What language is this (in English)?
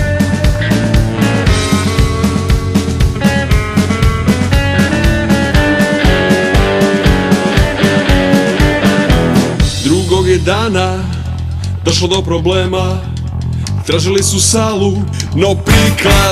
Serbian